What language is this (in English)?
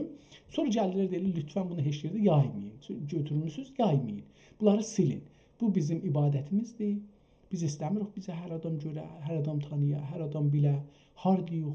South Azerbaijani